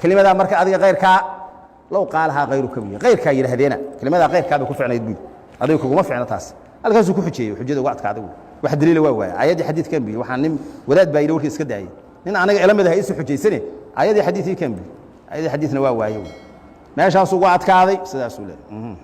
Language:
Somali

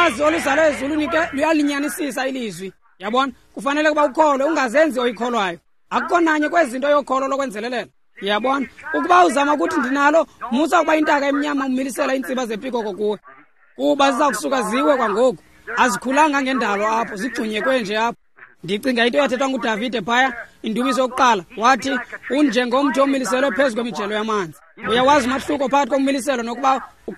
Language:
Xhosa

